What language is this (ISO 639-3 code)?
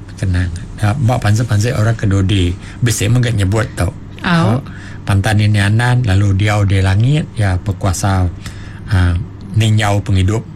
iba